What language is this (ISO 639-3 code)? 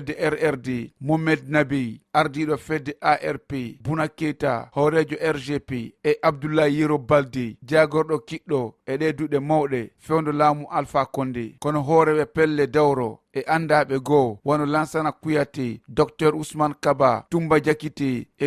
ful